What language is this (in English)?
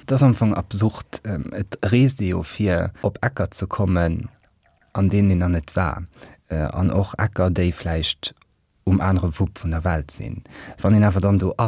Luxembourgish